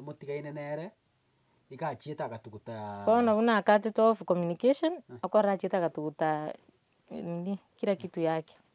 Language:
Gusii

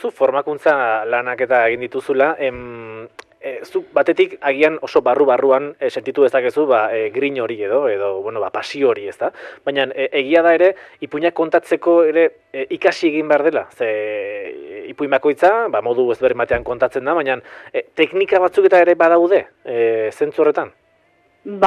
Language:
Basque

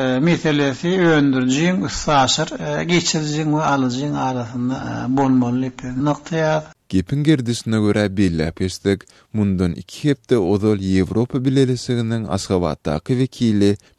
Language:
Turkmen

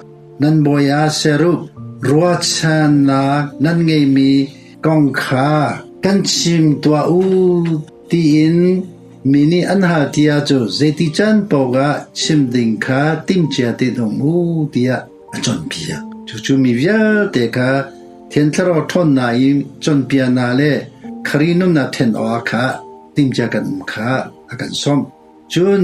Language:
Hakha Chin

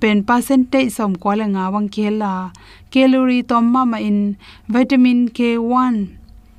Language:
Tedim Chin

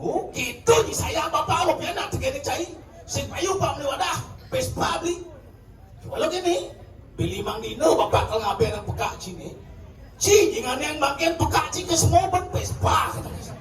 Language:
Balinese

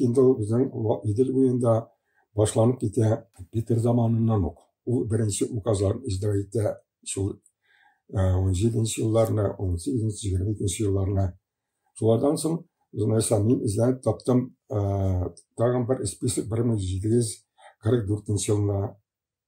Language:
Tatar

